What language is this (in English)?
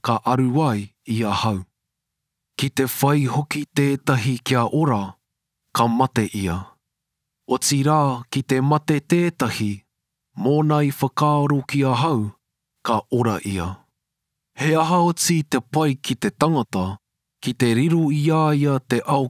Māori